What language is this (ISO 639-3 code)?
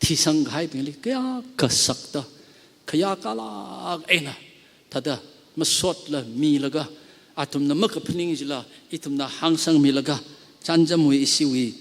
nmf